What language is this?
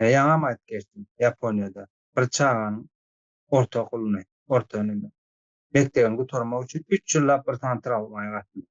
Turkmen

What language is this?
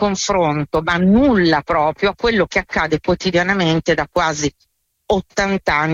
Italian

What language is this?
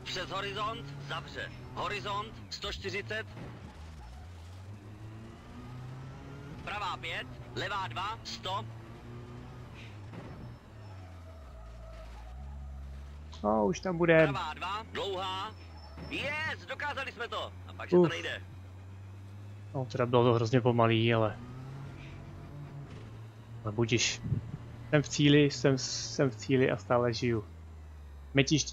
Czech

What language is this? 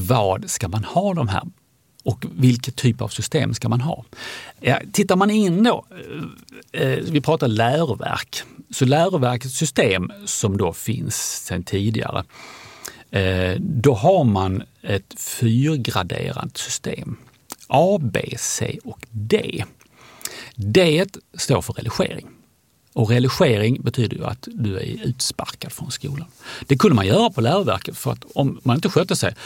Swedish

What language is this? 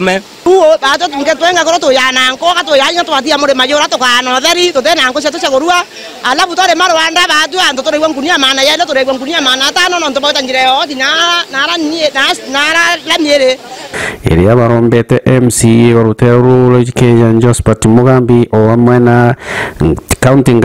Meru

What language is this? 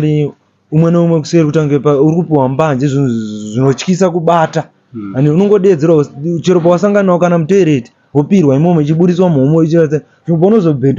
Shona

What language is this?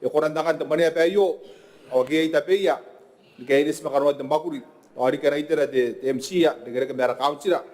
Gilbertese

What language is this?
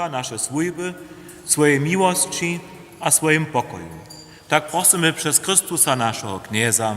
Upper Sorbian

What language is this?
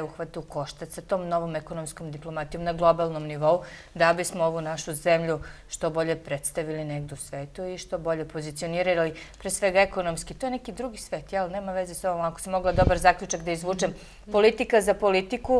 Serbian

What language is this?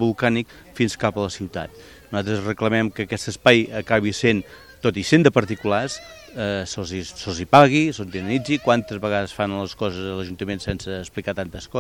Catalan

